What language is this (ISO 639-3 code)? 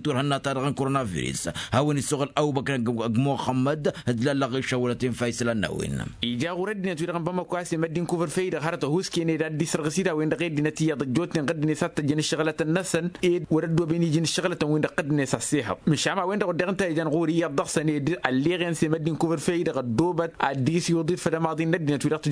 taq